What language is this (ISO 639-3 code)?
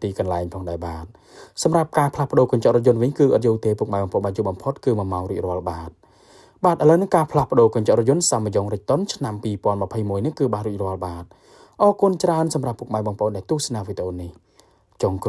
khm